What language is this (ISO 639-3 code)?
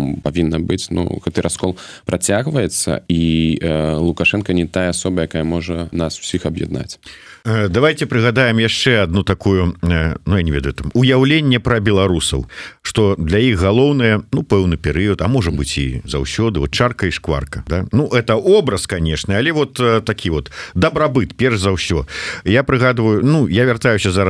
bel